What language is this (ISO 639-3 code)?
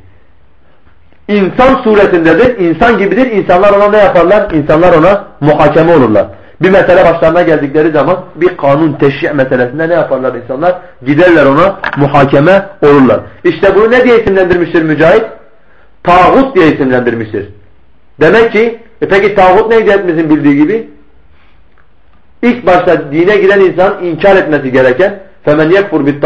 tur